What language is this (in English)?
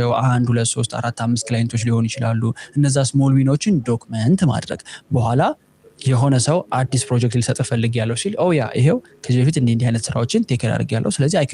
Amharic